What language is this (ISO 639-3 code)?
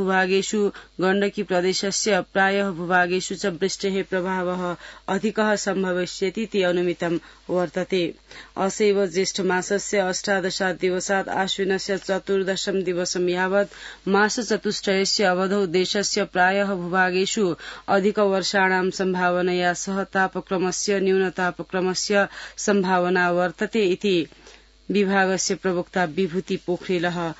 san